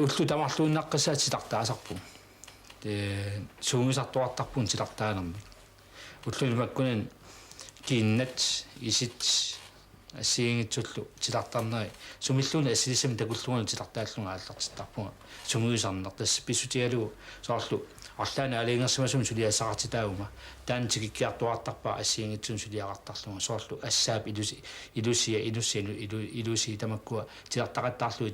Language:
Kalaallisut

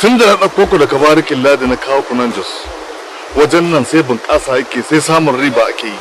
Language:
Hausa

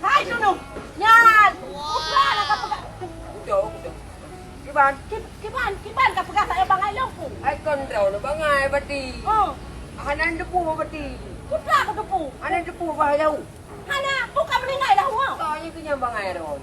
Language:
Achinese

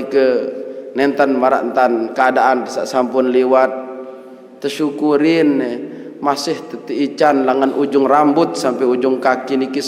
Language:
Sasak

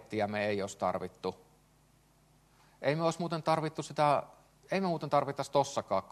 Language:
Finnish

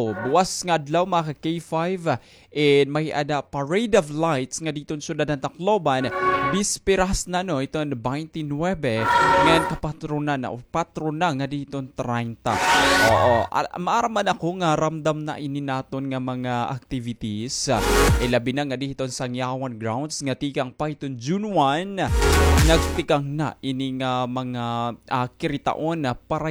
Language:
Waray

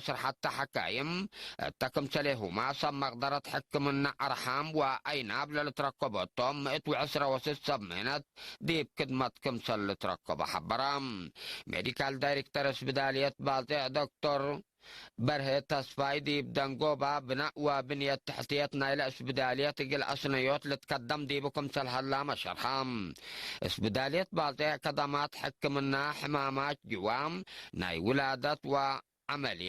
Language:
Tigre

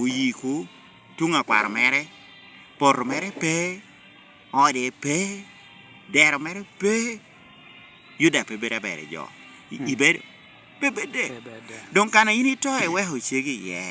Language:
Lango (Uganda)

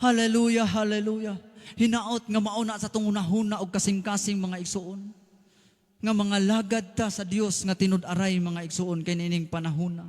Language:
Cebuano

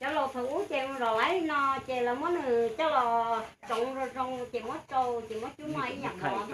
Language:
Hmong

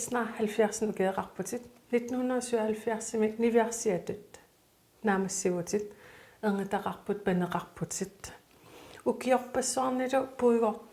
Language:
Kalaallisut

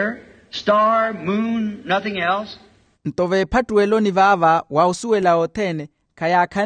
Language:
Makhuwa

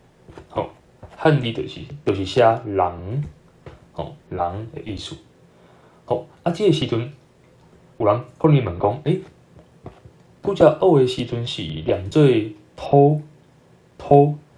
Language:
Min Nan Chinese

